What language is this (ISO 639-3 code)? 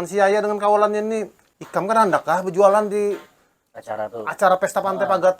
bjn